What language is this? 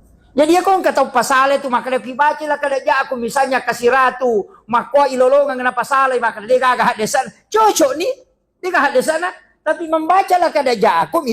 Buginese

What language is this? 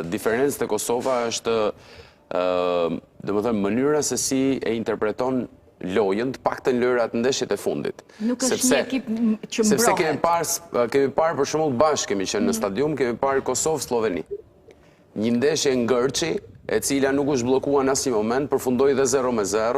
Albanian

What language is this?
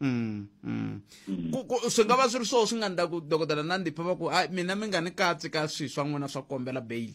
Tsonga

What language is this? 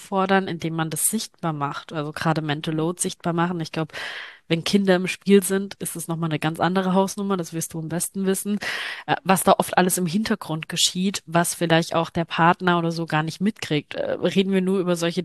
German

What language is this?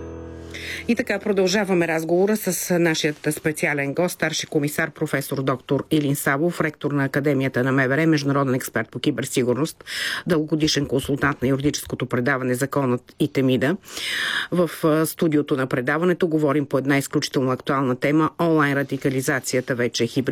Bulgarian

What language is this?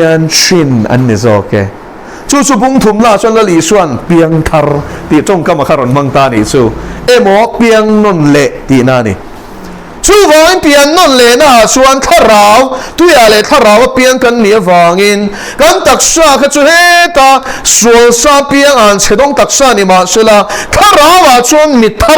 Mizo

